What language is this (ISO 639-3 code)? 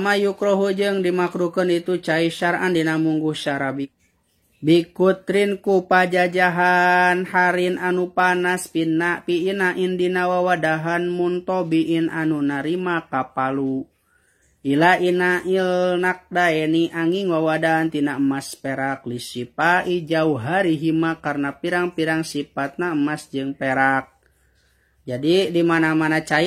sun